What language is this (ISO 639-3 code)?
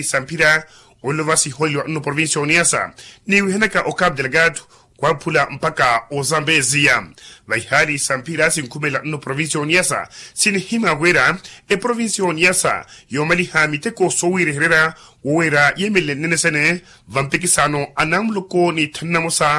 vmw